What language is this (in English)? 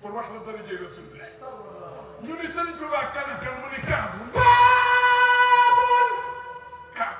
Wolof